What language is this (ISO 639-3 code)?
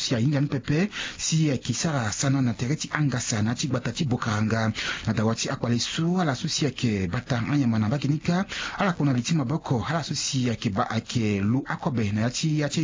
sag